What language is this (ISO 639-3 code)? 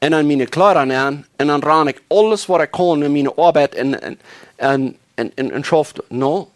pdt